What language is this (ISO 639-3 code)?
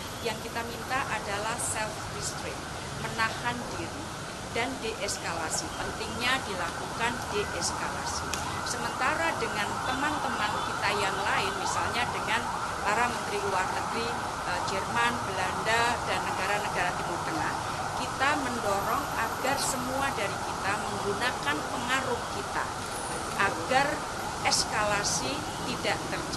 ind